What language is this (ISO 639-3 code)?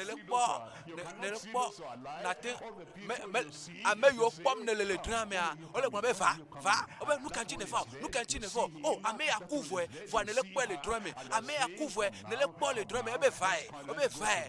ewe